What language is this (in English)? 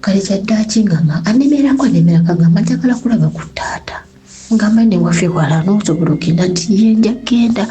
Ganda